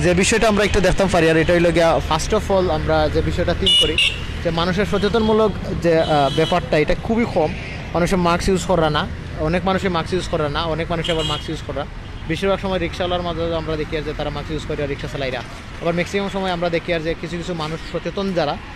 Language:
Sylheti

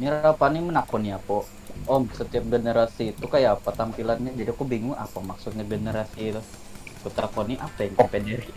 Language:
Banjar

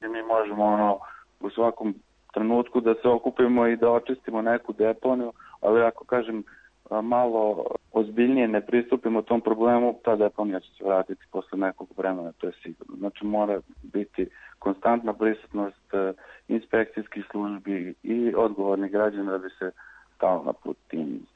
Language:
Serbian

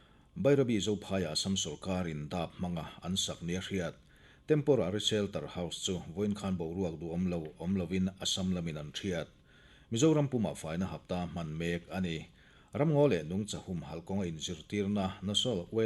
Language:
Mizo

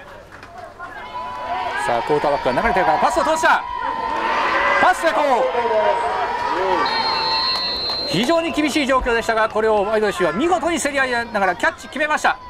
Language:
Japanese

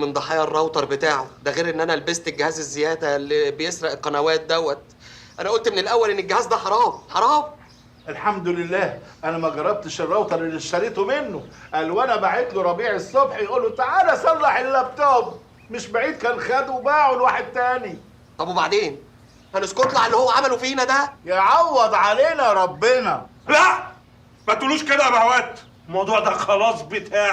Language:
Egyptian Arabic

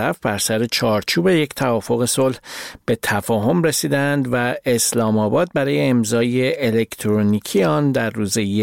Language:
Persian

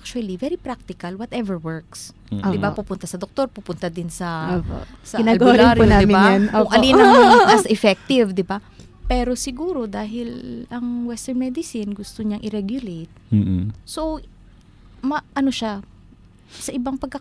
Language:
Filipino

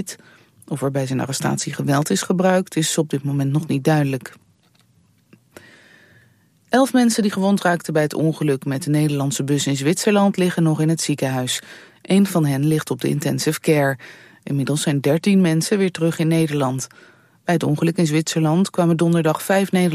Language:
Dutch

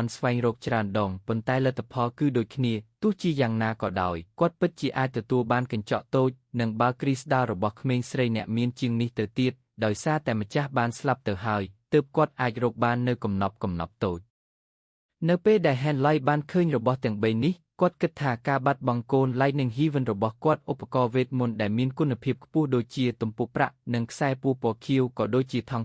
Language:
Khmer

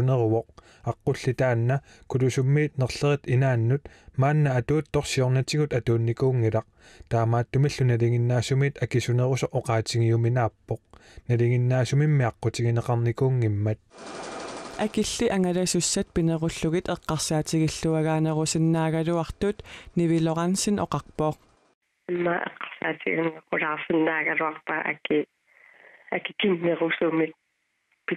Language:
Kalaallisut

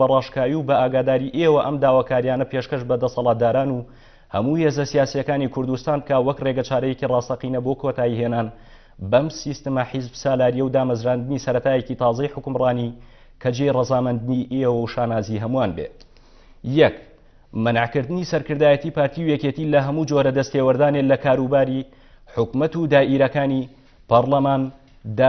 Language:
Central Kurdish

